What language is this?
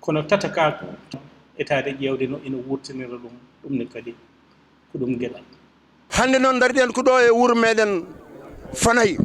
Fula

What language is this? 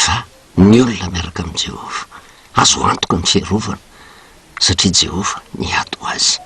Malagasy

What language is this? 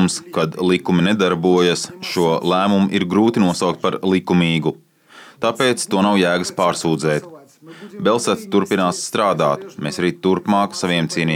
Latvian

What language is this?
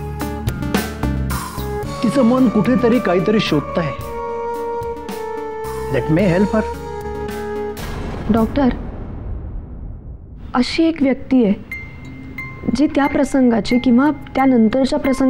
Marathi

